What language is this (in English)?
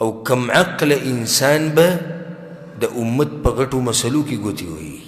Pashto